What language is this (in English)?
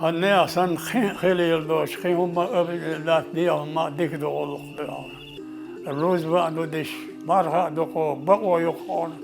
Chechen